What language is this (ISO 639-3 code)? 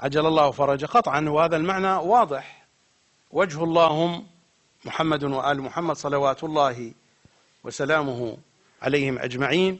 ara